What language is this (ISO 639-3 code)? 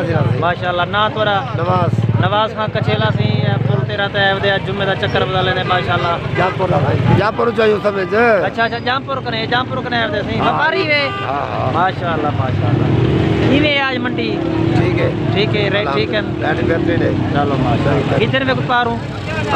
skr